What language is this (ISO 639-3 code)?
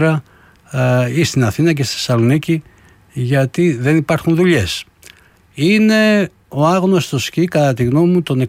ell